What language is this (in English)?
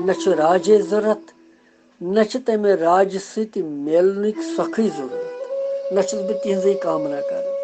Kashmiri